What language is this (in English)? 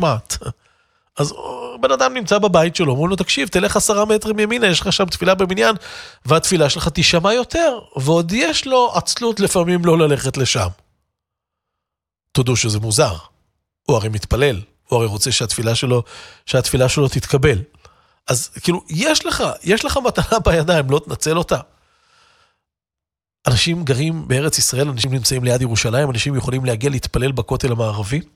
Hebrew